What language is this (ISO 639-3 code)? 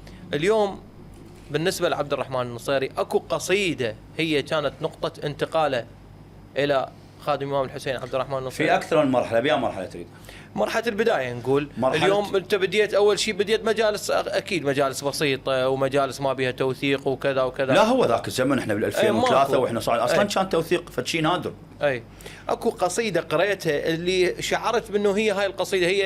acm